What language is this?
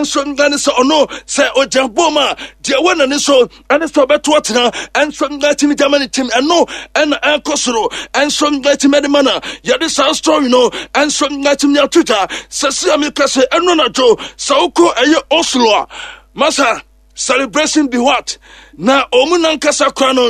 Akan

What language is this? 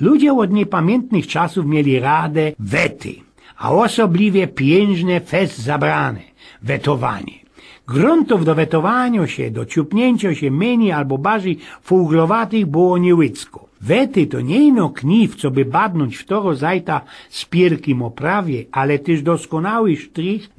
Silesian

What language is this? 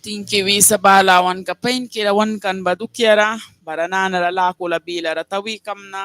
Mískito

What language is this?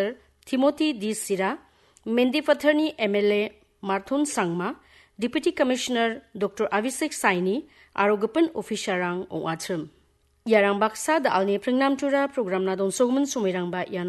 Garo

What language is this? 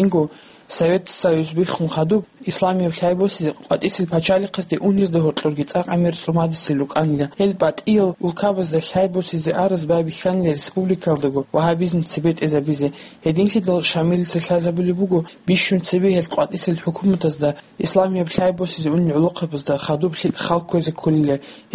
Avaric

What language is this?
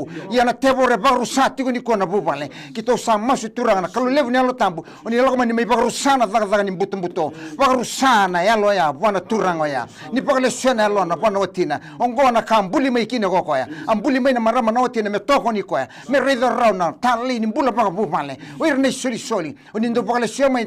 Fijian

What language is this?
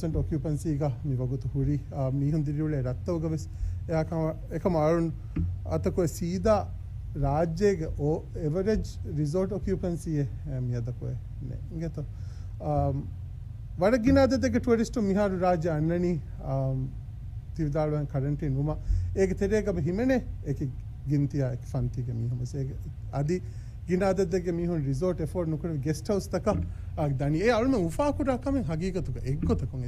Divehi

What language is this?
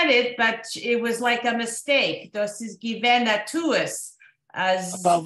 Yiddish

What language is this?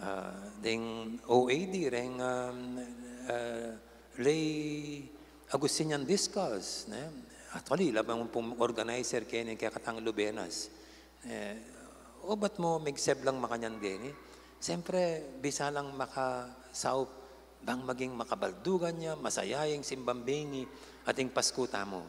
Pampanga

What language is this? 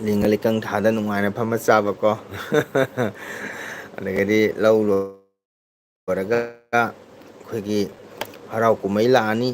Manipuri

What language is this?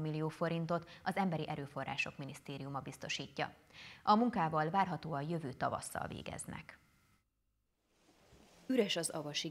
Hungarian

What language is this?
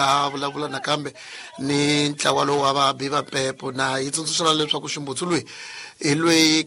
Tsonga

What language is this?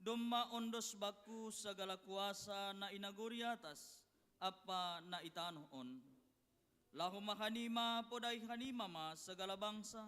Batak Simalungun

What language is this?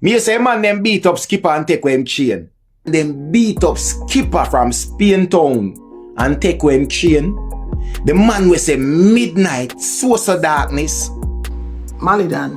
Jamaican Creole English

